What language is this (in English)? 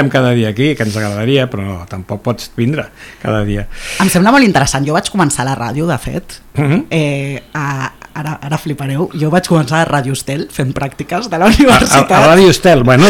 Catalan